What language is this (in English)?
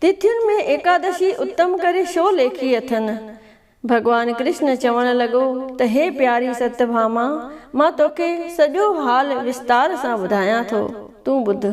Sindhi